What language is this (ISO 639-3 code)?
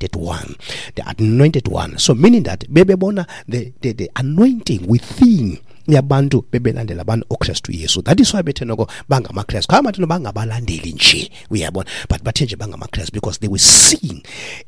xho